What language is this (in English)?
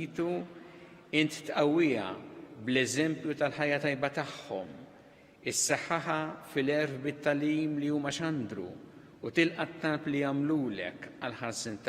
Maltese